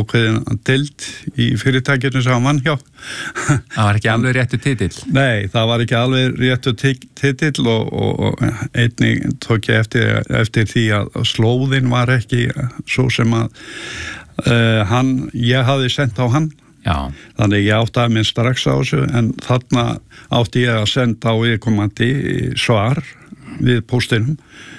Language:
Icelandic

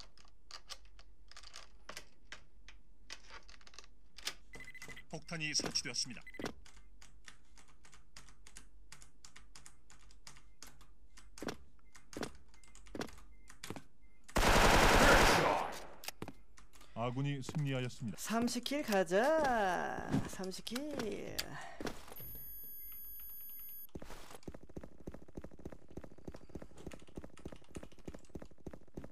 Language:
Korean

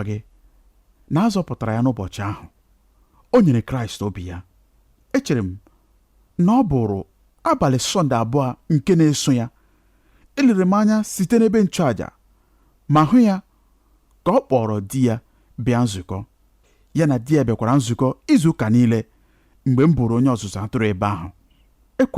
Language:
Igbo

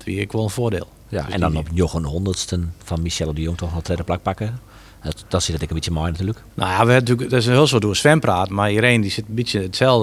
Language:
Western Frisian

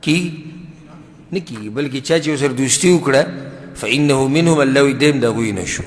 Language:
Pashto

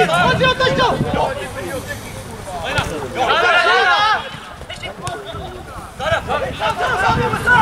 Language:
Czech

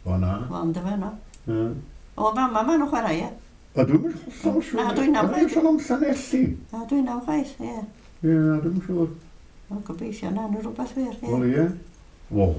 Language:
Welsh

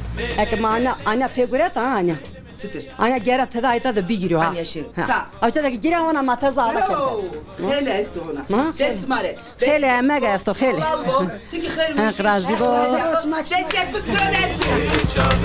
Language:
Zaza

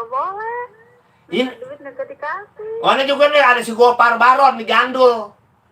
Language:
Betawi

